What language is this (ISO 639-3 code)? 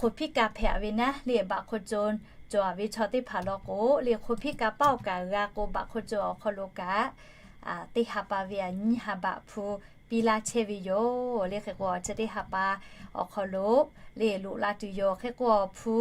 lhu